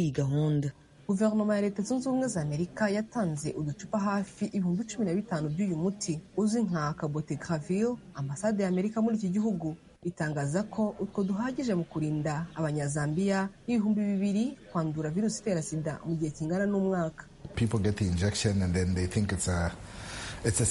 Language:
Kinyarwanda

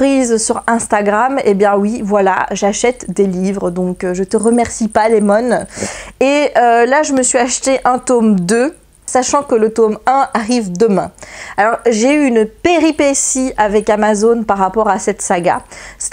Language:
French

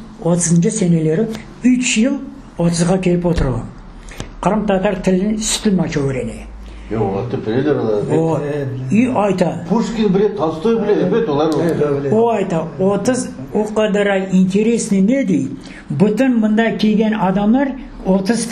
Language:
Crimean Tatar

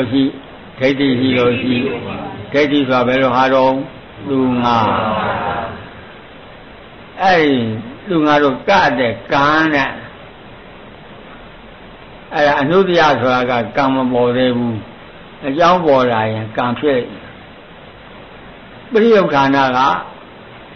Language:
Burmese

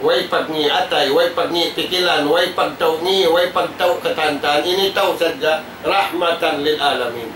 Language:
Tausug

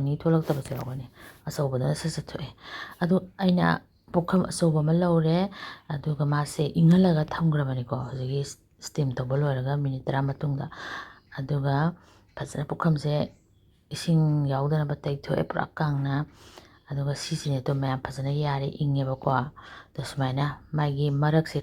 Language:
Manipuri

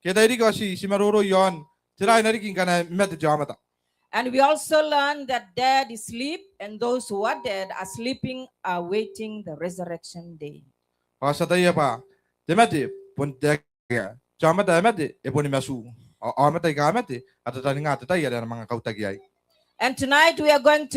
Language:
Gilbertese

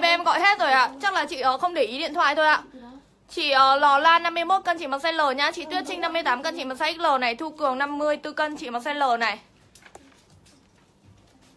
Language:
Vietnamese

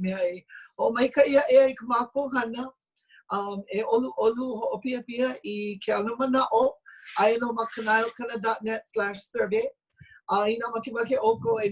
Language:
Hawaiian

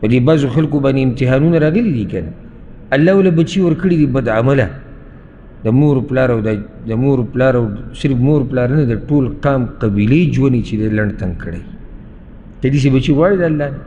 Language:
Pashto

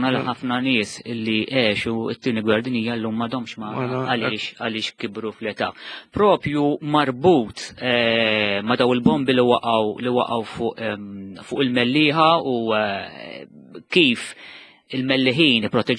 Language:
Maltese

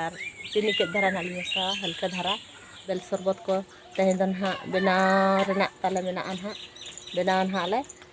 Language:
Santali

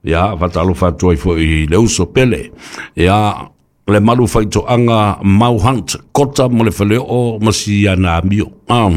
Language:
Samoan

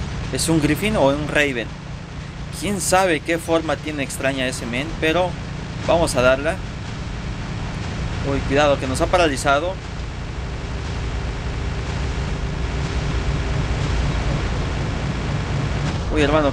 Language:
Spanish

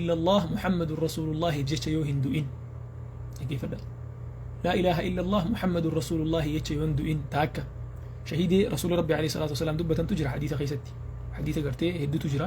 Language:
Oromo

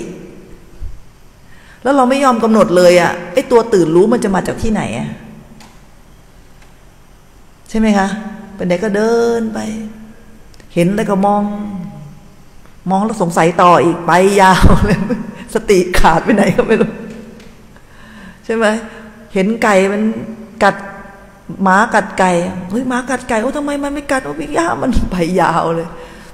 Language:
Thai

